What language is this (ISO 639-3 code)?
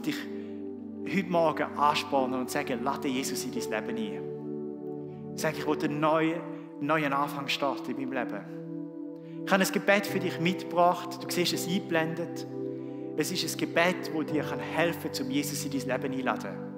gsw